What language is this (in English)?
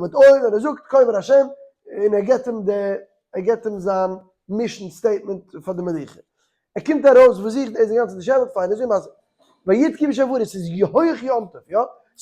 Yiddish